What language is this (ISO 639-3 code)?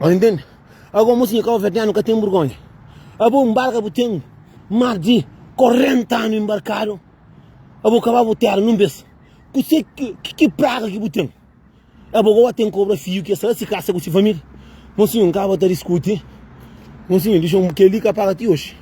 kea